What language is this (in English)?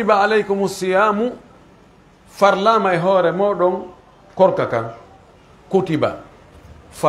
Pular